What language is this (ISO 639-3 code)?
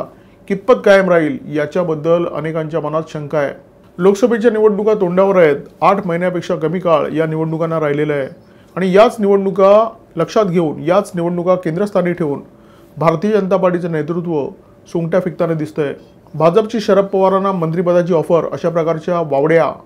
mar